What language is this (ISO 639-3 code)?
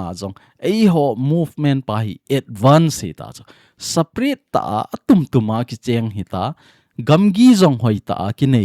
tcz